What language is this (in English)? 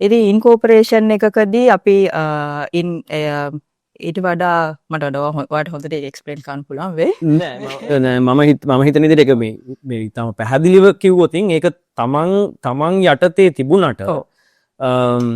Sinhala